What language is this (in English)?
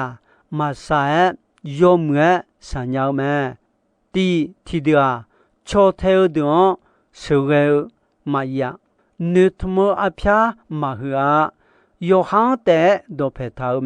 Akha